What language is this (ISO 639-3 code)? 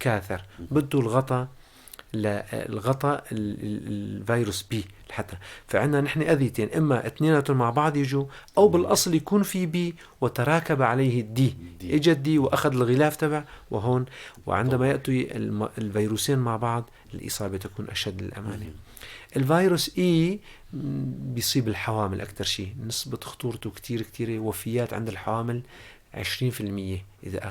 apc